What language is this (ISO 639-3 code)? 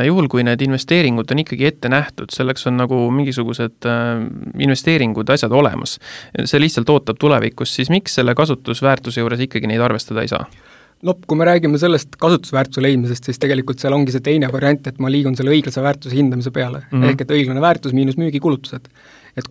est